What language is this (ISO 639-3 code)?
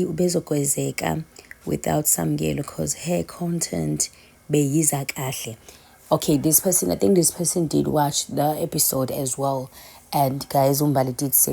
zul